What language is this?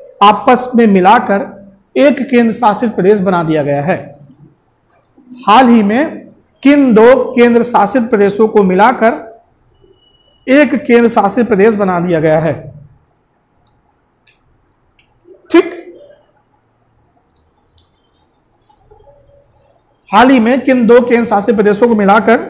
Hindi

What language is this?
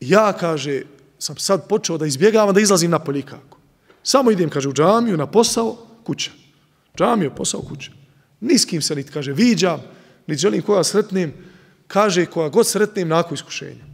Bosnian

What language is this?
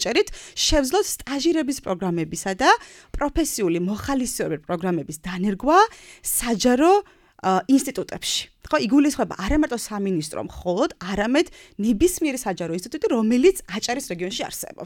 Georgian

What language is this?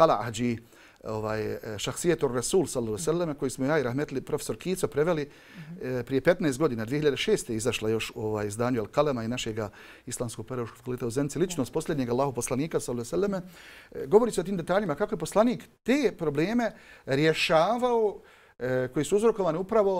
Bosnian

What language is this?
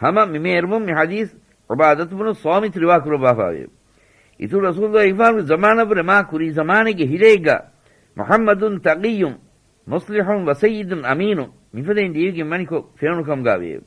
Divehi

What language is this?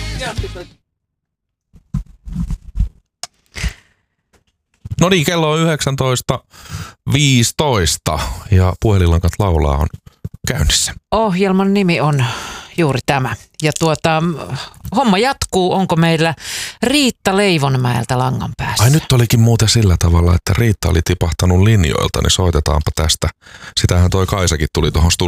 Finnish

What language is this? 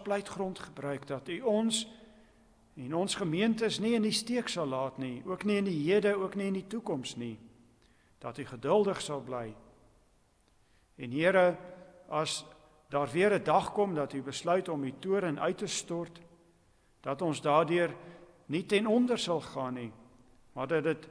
Afrikaans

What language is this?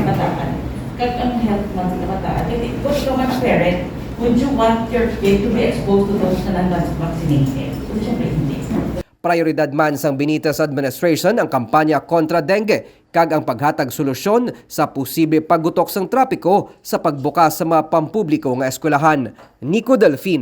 Hiligaynon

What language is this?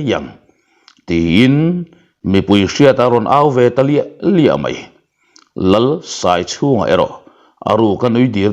Mizo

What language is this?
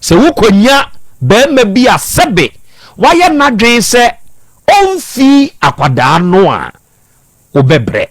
Akan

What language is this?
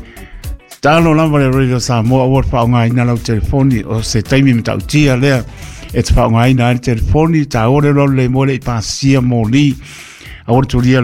Samoan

